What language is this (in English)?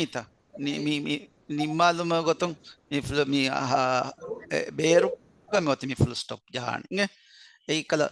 Divehi